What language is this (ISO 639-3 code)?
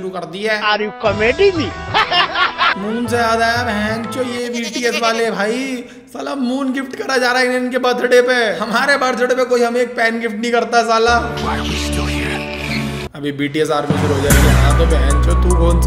hin